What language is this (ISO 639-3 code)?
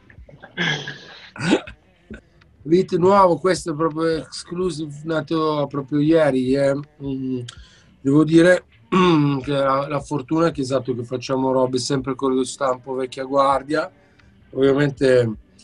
ita